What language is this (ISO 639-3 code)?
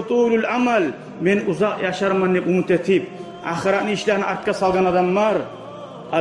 kum